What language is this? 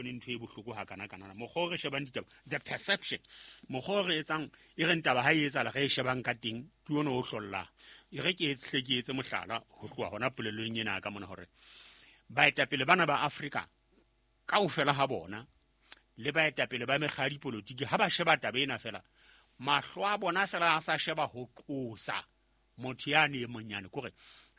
Southern Sotho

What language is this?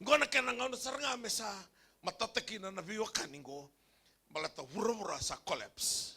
Fijian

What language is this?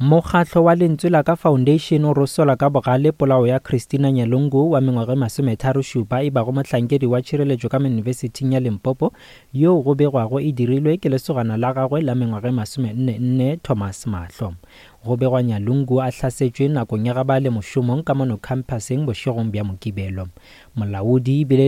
Northern Sotho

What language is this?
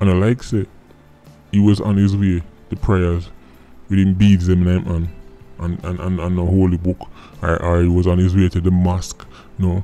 Jamaican Creole English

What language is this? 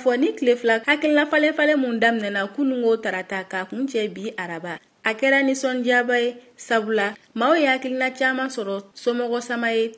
Bambara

